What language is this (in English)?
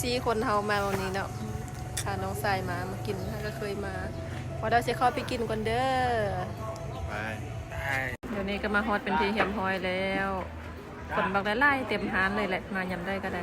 Lao